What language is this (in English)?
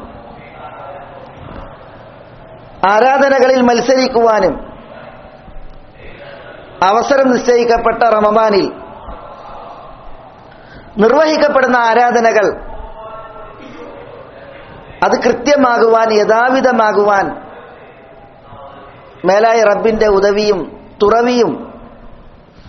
Malayalam